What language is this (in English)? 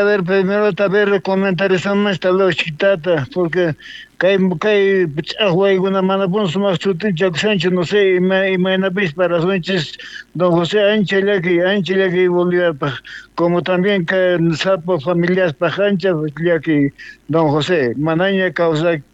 South Bolivian Quechua